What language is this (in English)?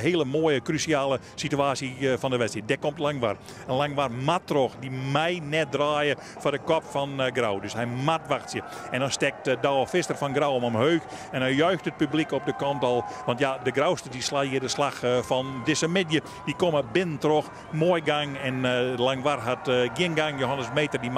Western Frisian